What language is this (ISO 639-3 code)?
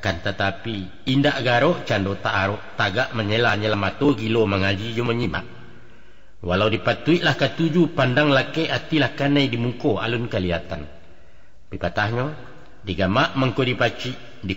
min